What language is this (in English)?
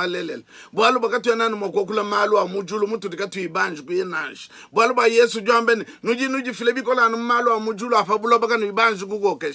Luba-Lulua